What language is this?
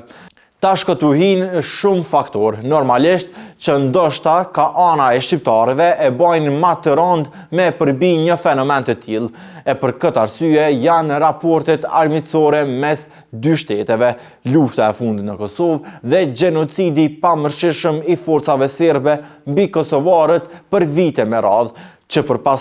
Albanian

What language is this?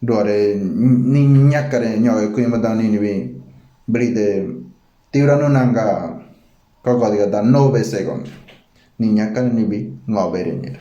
Ngäbere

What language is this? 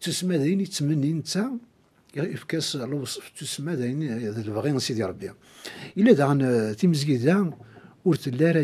Kabyle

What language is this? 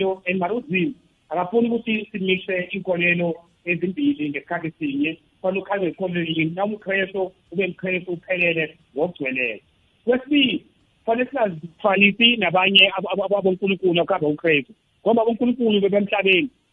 South Ndebele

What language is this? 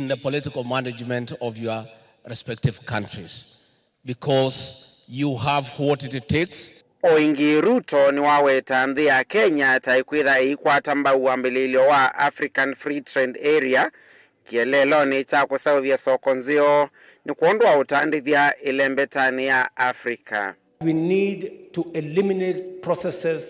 Kamba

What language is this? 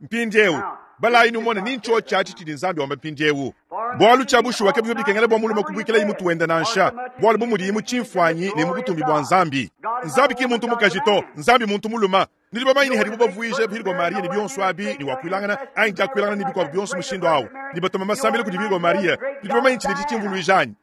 Luba-Lulua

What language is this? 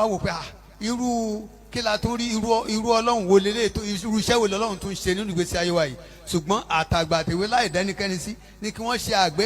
Yoruba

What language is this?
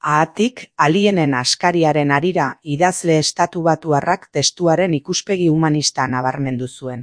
Basque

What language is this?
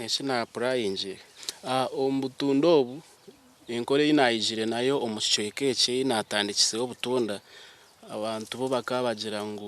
Nyankole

